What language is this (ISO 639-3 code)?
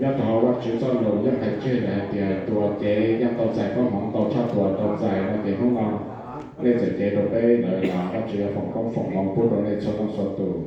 hmn